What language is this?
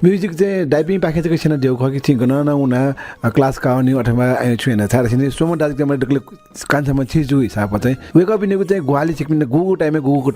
Newari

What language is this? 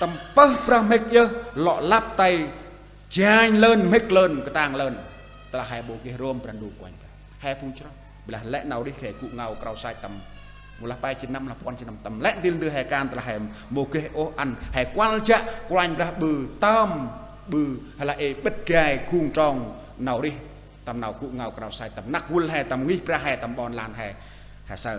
Central Mnong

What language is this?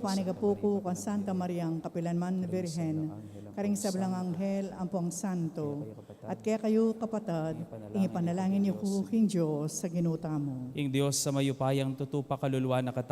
Pampanga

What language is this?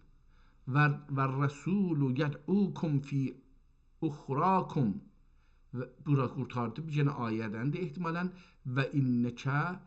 South Azerbaijani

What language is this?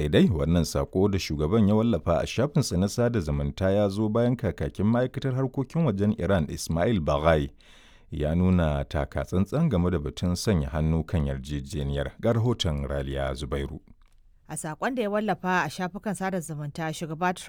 Hausa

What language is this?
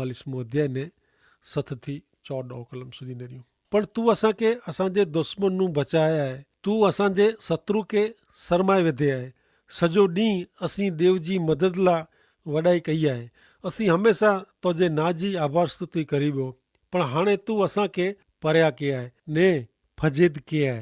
Kachhi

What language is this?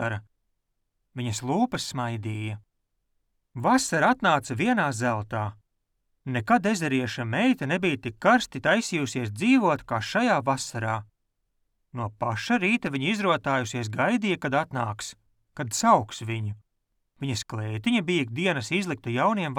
Latvian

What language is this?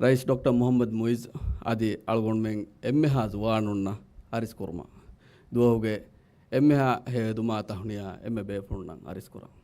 Divehi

